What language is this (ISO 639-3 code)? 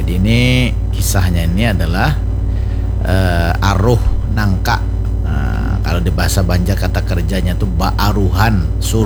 bjn